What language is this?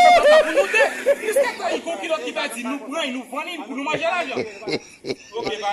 Haitian Creole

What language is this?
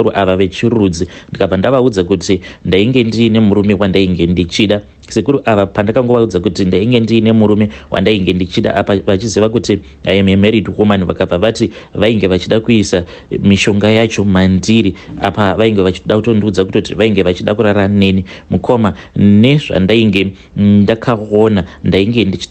Shona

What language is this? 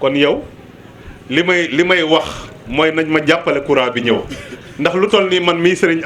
Wolof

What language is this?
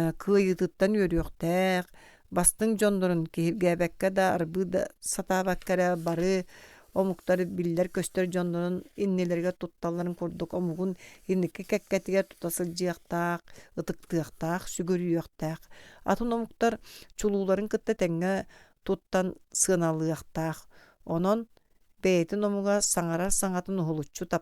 Yakut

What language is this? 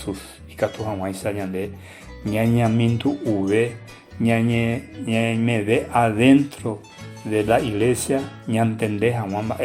Guarani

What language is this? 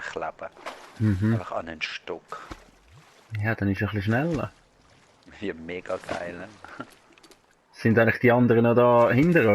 Swiss German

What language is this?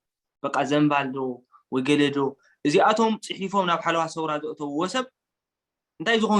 Tigrinya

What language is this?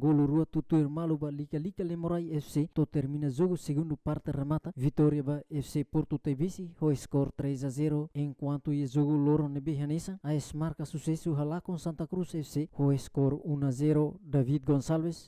Tetum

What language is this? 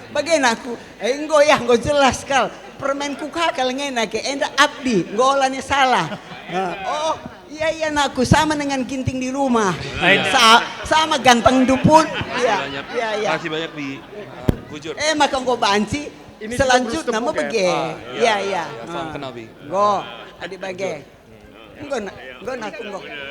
Batak Karo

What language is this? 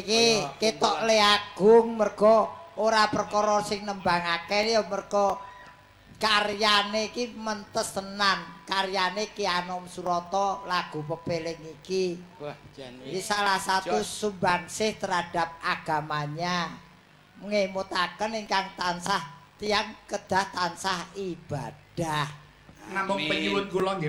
Javanese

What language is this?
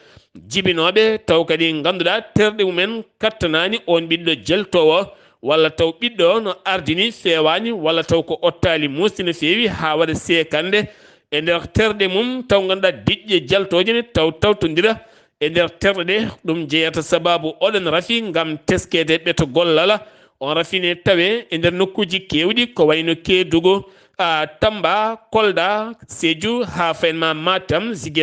Fula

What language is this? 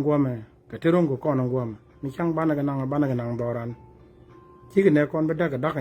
Nuer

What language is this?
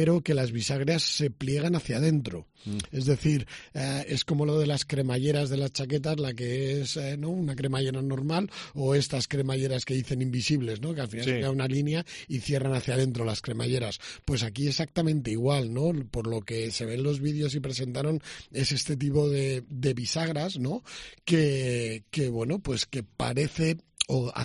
Spanish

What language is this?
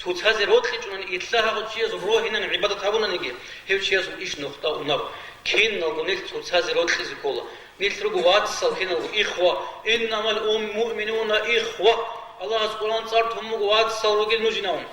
Avaric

